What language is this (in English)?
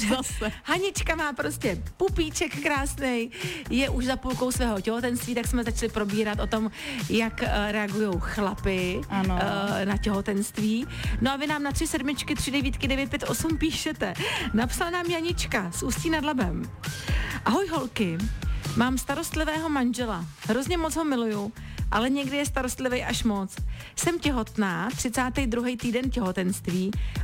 Czech